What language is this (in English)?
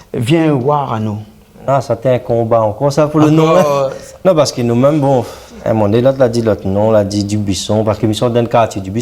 Réunion Creole French